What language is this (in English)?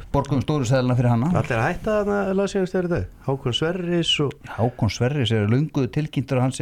Icelandic